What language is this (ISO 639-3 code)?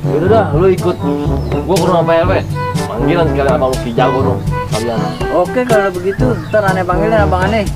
bew